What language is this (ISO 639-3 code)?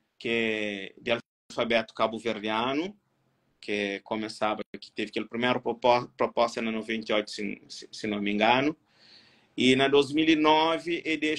kea